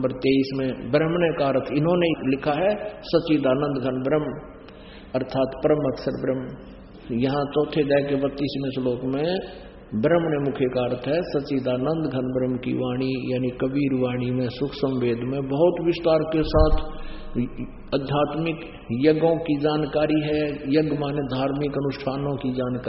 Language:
Hindi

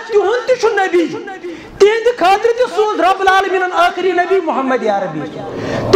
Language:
Kashmiri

